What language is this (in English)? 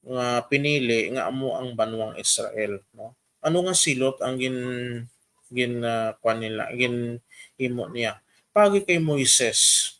Hiligaynon